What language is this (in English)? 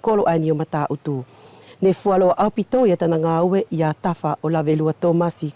Wallisian